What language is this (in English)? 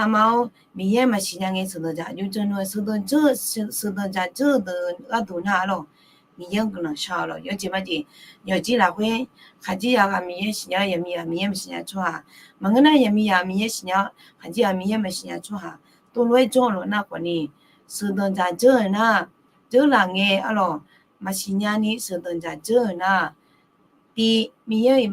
Akha